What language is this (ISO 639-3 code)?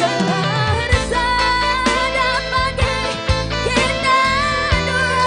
btx